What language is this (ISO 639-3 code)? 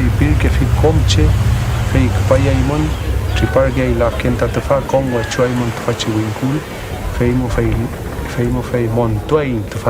arn